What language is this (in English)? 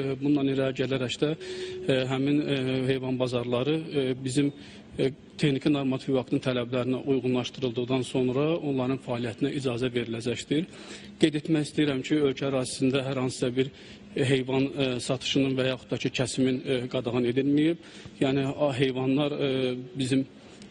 Azerbaijani